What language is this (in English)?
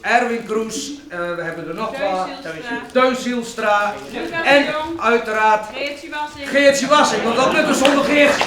Western Frisian